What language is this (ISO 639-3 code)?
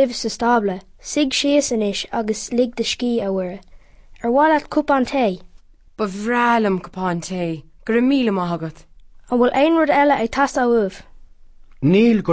gle